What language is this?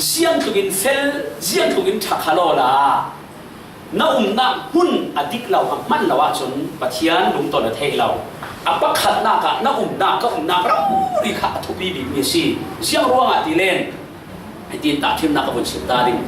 Falam Chin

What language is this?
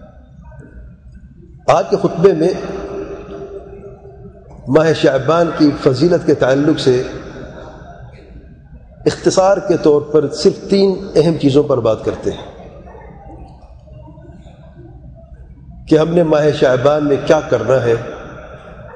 Urdu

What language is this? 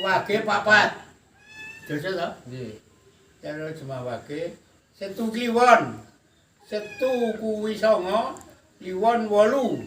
Javanese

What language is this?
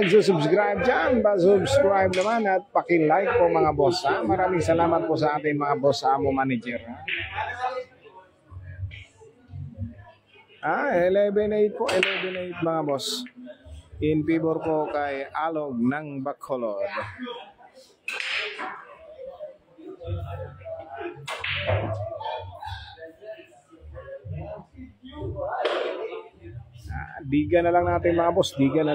Filipino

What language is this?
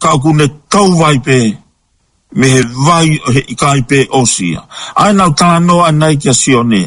Tongan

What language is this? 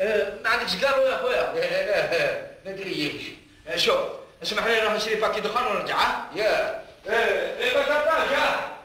Algerian Arabic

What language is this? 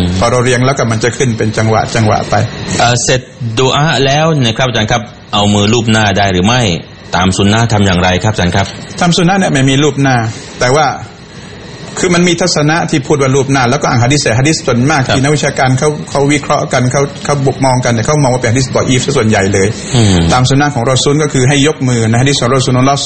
Thai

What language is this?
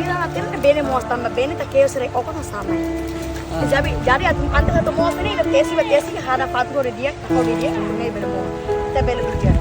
Tetum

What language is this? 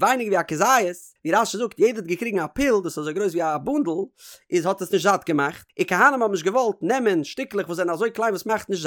Yiddish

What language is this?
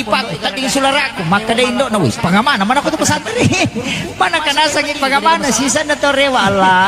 Buginese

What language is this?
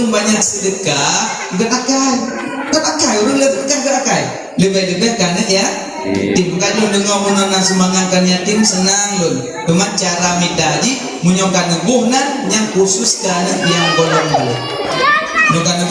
Achinese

